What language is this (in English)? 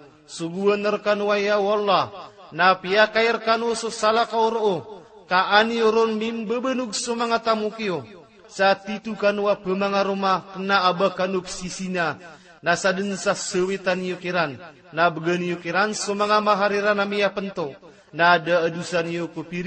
Maranao